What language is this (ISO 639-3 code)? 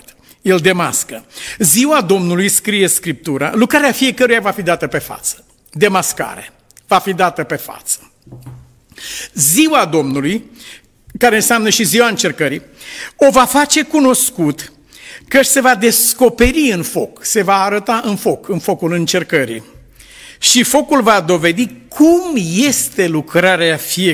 ron